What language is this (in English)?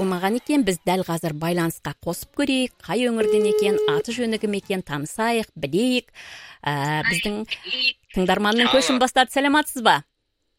Kazakh